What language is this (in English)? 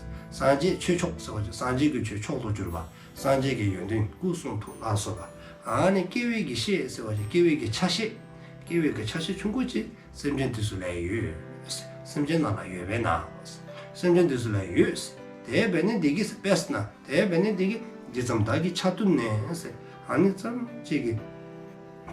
Dzongkha